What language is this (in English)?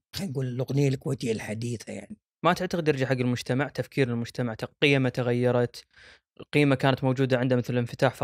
Gulf Arabic